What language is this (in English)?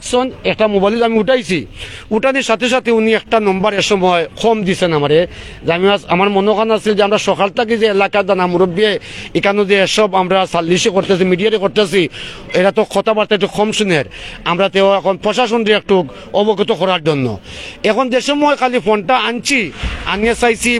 Sylheti